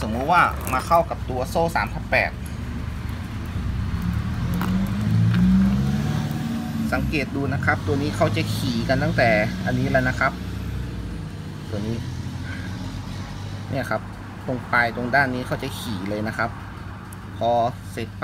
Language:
Thai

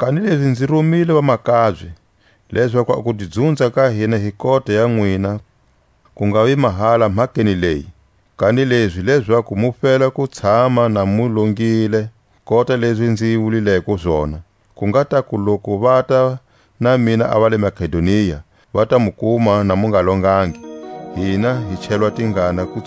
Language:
Tswa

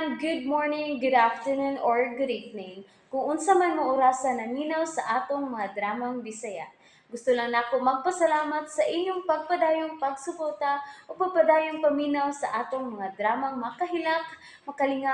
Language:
Cebuano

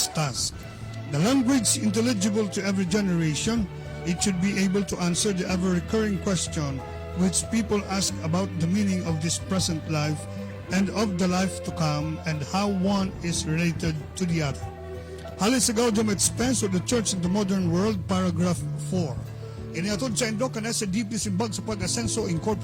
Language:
Bikol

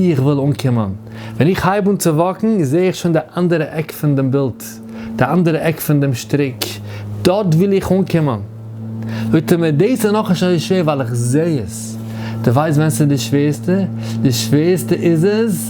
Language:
Yiddish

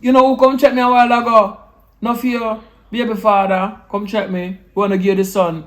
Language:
Jamaican Creole English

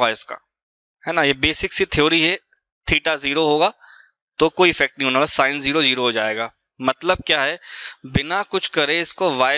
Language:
Hindi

